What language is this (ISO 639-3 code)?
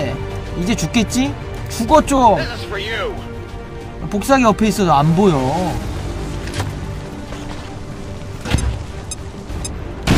kor